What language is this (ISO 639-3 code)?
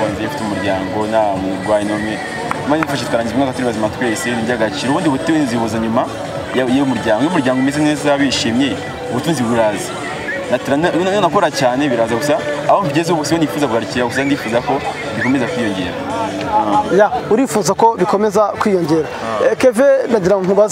kin